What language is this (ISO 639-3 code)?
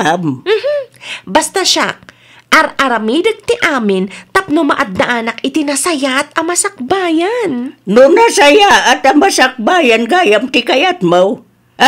ilo